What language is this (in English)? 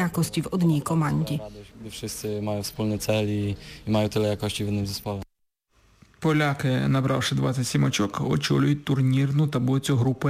Ukrainian